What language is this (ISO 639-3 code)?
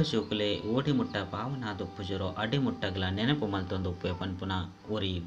tcy